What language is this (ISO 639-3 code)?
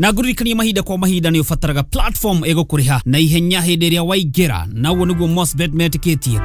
kik